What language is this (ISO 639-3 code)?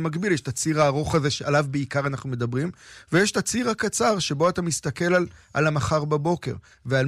heb